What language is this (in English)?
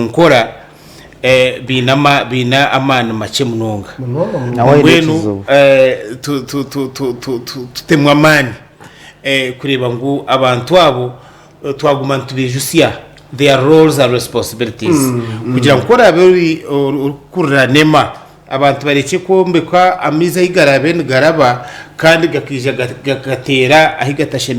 Nyankole